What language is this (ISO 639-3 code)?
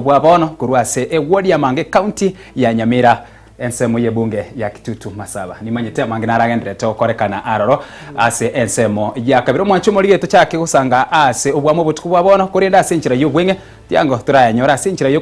guz